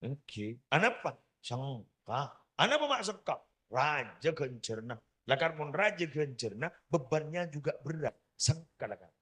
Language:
Madurese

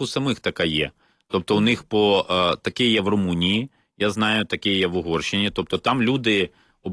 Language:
Ukrainian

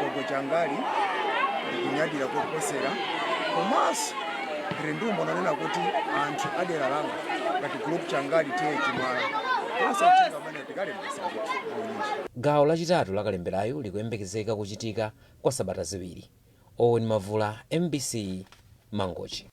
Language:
Nyanja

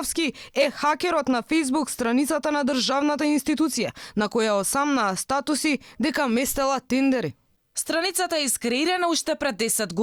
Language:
Macedonian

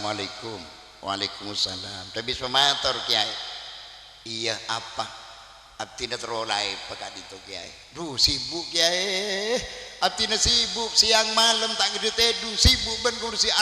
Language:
Madurese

